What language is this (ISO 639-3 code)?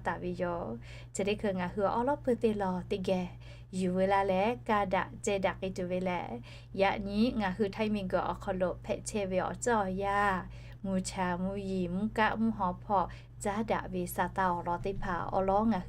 lhu